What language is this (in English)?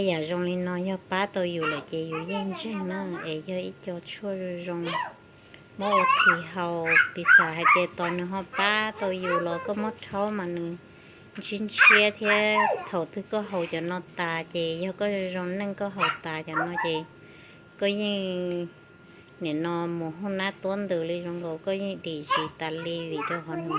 Hmong